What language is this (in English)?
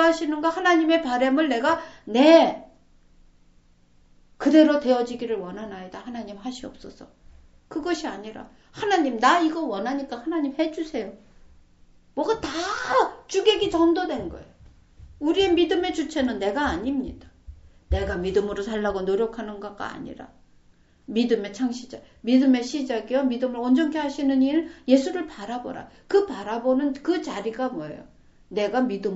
Korean